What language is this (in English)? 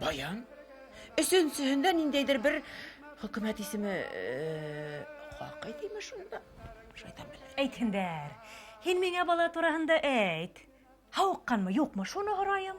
Bashkir